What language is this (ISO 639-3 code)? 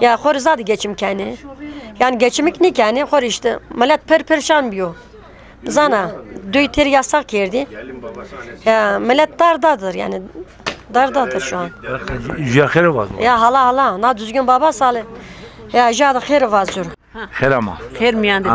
zza